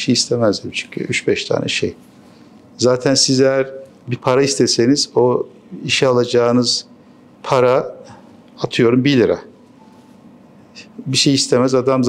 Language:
Turkish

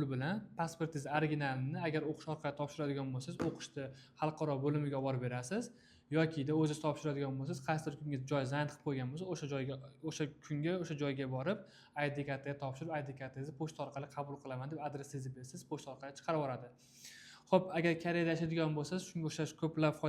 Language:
Uzbek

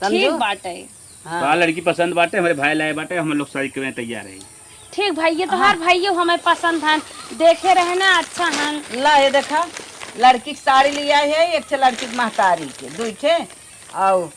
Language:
Awadhi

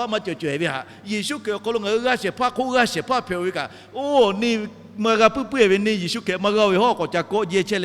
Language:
Lahu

